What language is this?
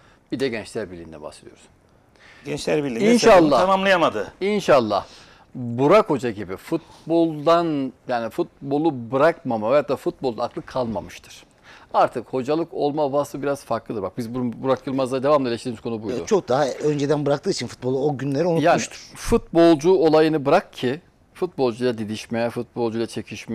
Turkish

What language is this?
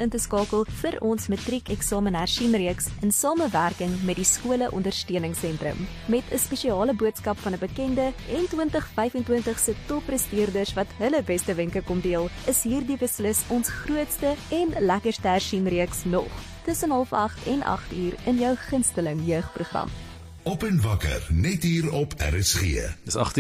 Afrikaans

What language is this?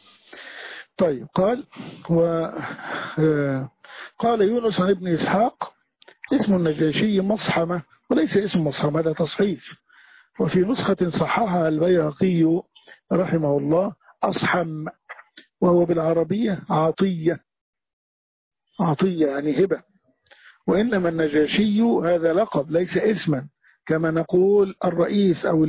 Arabic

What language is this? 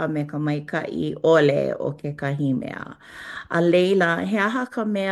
Hawaiian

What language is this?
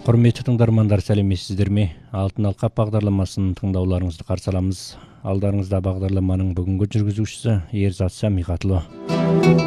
Kazakh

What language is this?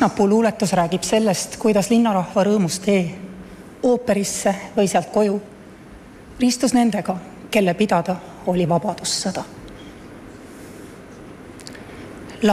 Estonian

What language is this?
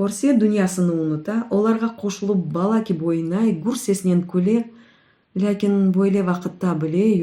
Crimean Tatar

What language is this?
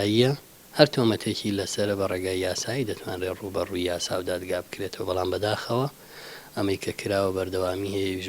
Central Kurdish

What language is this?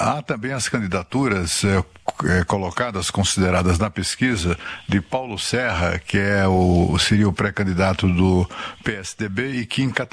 Portuguese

